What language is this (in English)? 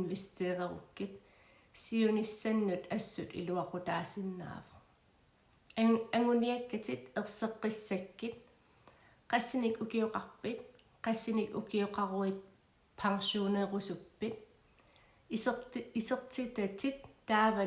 Kalaallisut